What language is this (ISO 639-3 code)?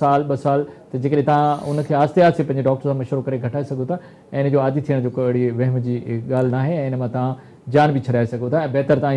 snd